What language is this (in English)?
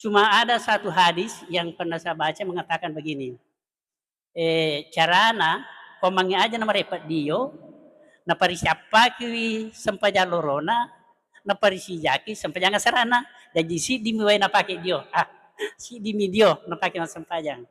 Buginese